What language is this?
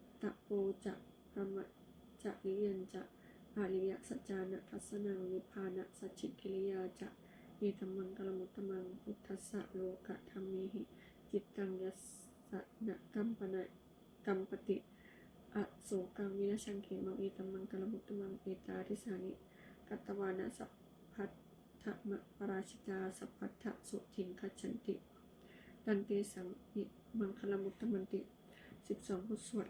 Pali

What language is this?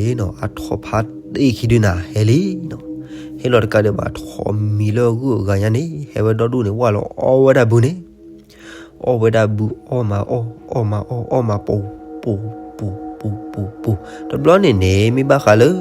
S'gaw Karen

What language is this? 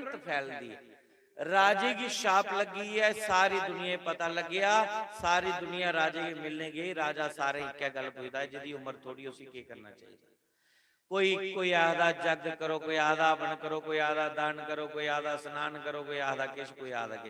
Dogri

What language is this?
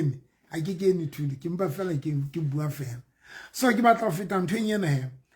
Southern Sotho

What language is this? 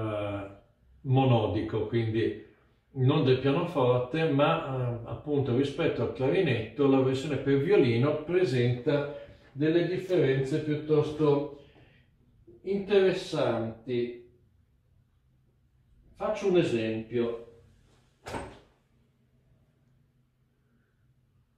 Italian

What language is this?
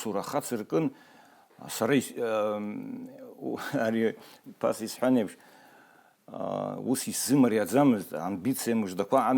Abkhazian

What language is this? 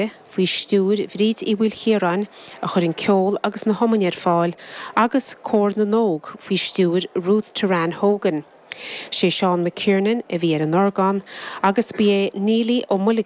Irish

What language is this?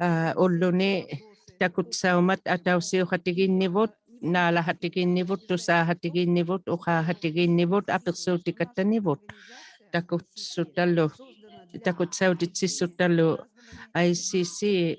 Inuktitut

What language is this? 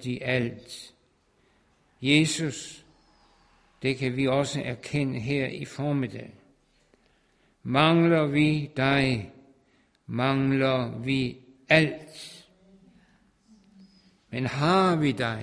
Danish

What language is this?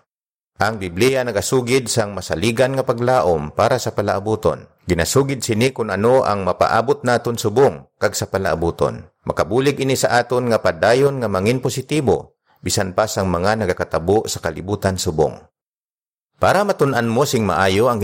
Hiligaynon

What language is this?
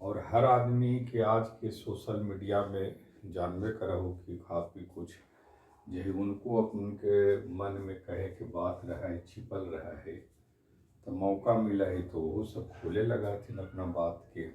Magahi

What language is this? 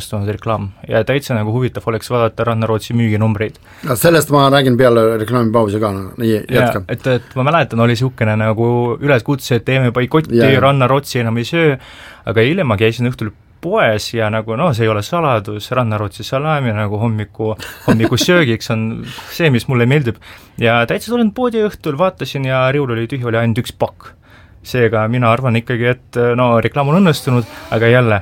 Estonian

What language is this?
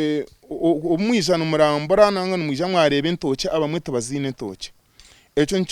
Nyankole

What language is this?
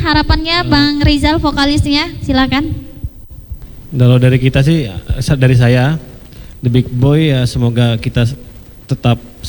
Indonesian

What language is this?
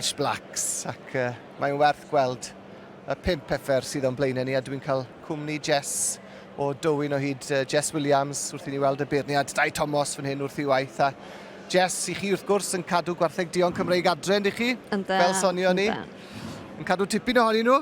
Welsh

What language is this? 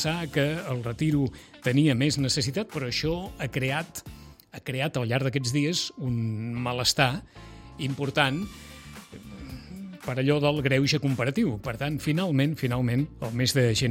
Catalan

